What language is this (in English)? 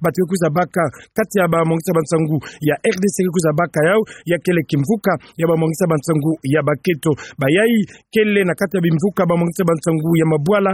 Kituba (Democratic Republic of Congo)